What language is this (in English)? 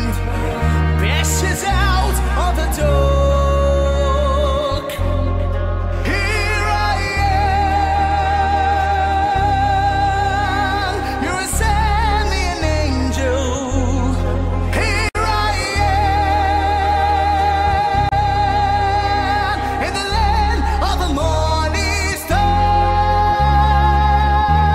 English